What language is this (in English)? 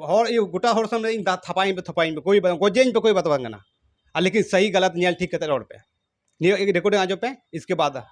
Santali